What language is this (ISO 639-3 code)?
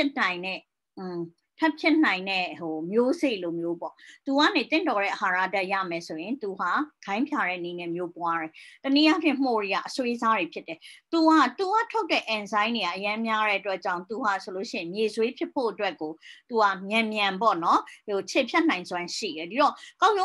mya